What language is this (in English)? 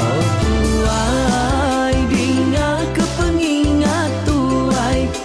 Iban